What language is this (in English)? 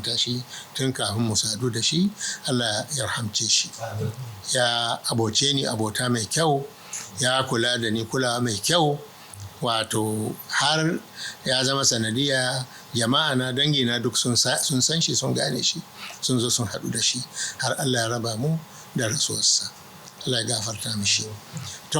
Hausa